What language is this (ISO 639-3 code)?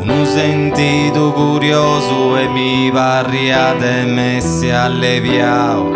srd